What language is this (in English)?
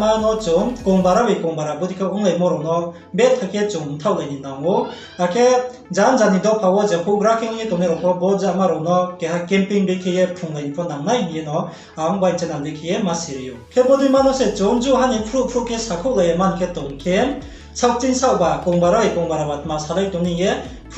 Riang (India)